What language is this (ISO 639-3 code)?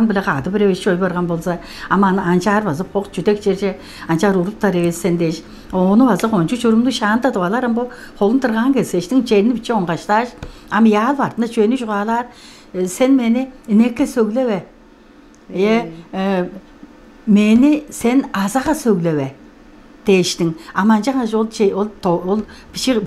tyv